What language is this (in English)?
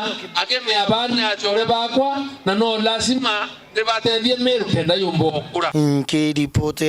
Meru